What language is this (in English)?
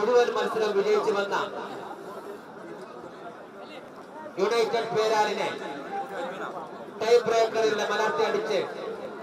Malayalam